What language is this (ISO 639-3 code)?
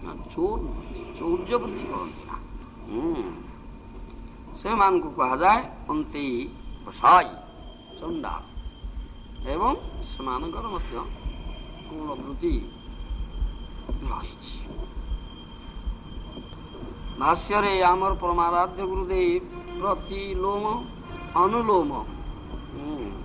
ori